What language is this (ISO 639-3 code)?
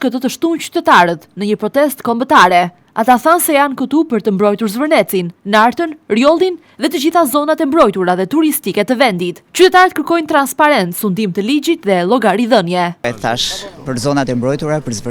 sqi